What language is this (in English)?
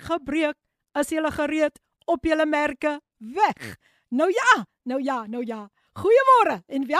Afrikaans